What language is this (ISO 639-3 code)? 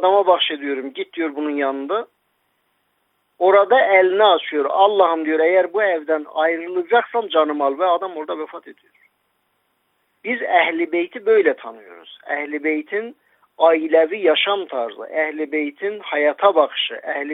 tur